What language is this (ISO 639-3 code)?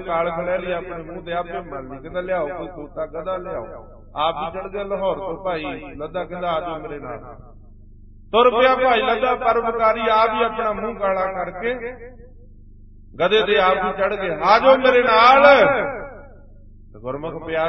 pan